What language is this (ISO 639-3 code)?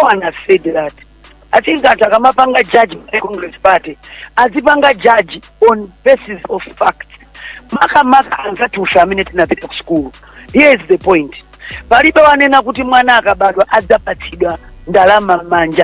nya